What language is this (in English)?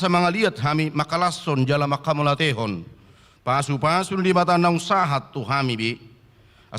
Batak Toba